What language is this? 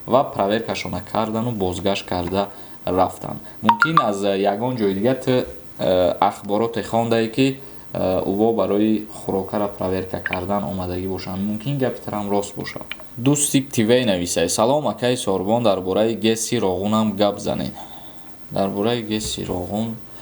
Tajik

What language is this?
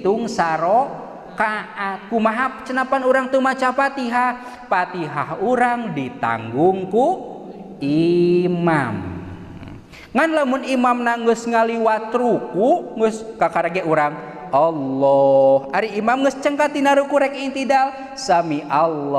Sundanese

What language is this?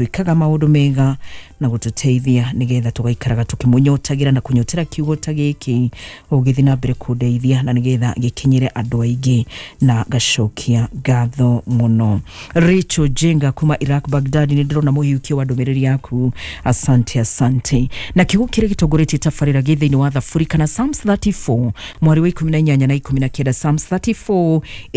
Kikuyu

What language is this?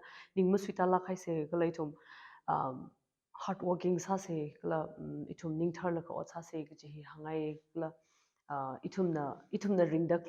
Tangkhul Naga (India)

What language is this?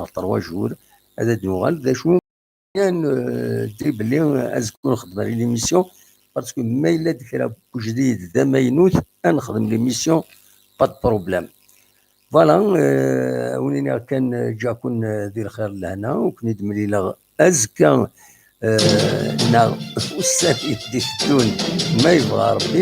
Kabyle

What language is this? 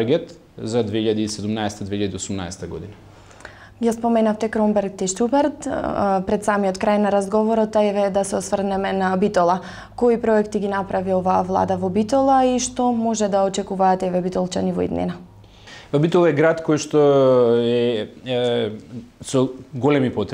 Macedonian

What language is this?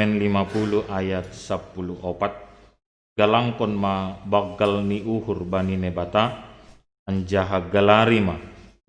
Batak Simalungun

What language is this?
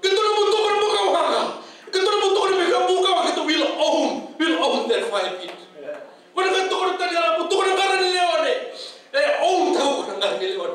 Fijian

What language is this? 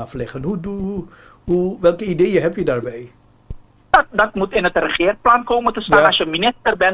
Dutch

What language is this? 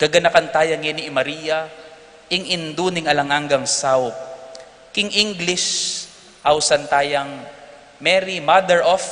Pampanga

